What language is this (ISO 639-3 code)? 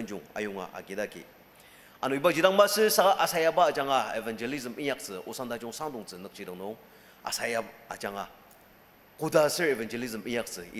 njo